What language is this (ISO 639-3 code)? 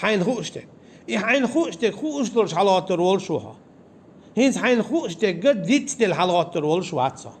che